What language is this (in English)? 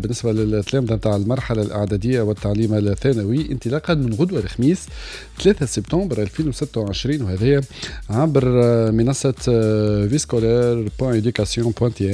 Tunisian Arabic